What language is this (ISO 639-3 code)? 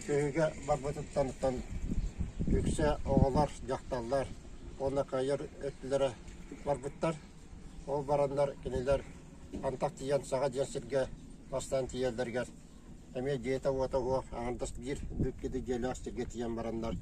sah